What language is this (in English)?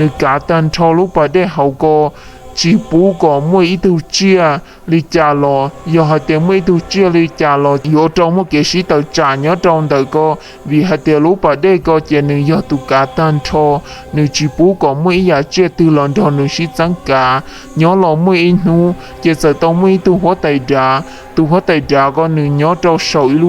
Hmong